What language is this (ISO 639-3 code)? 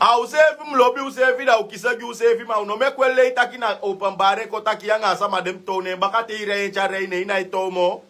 srn